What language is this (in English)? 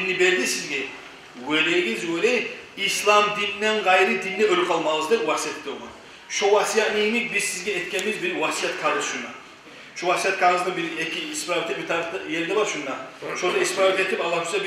Kumyk